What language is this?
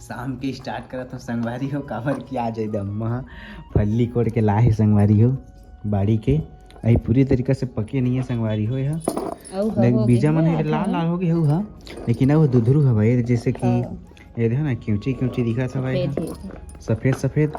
Chhattisgarhi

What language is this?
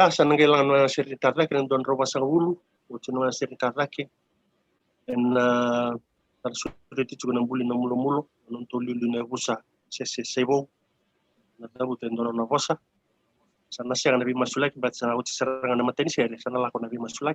Fijian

